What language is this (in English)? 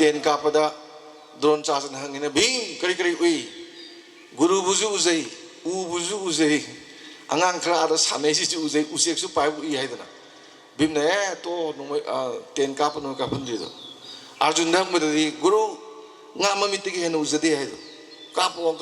Manipuri